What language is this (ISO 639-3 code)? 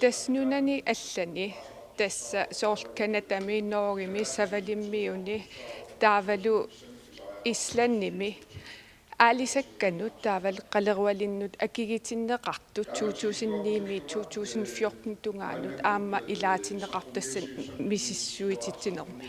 kal